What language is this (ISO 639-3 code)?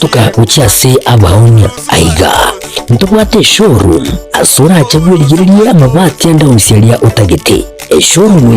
guz